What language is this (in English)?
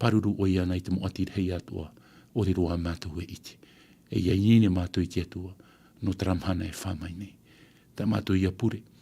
Tahitian